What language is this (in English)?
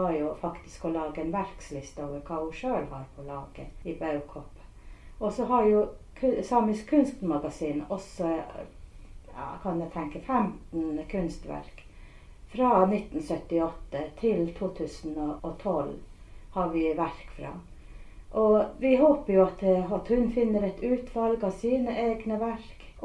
Norwegian